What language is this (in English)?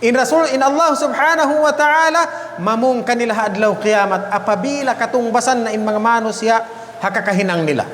Tausug